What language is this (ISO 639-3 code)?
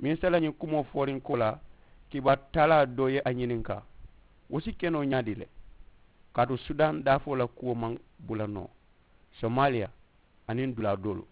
man